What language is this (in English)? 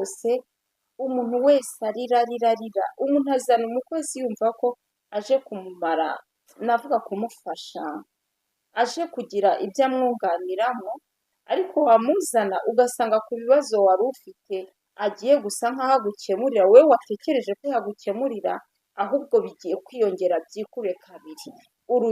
Kinyarwanda